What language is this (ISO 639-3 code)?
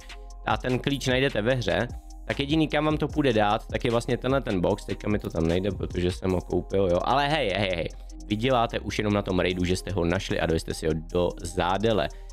ces